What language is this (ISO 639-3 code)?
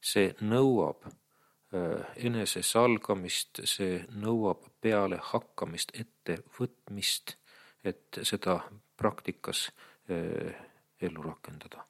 est